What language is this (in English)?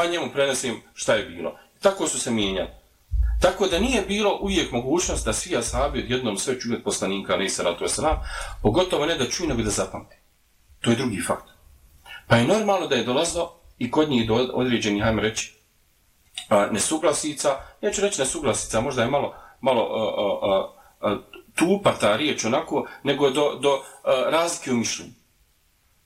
Bosnian